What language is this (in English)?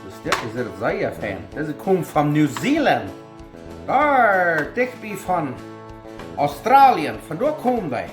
Plautdietsch